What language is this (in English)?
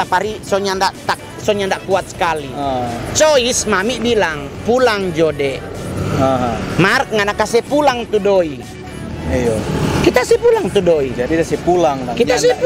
Manado Malay